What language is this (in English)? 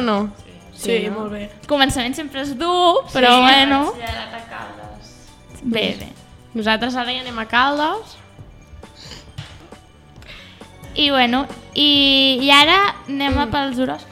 Catalan